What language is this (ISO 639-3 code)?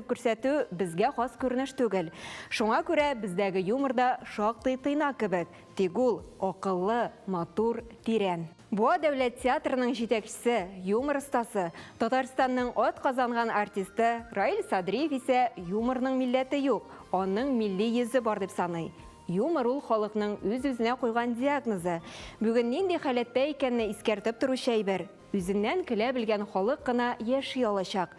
tat